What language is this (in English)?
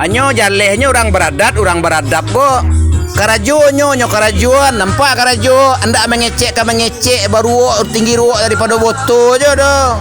Minangkabau